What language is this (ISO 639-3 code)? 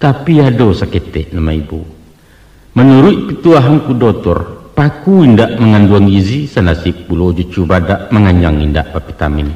min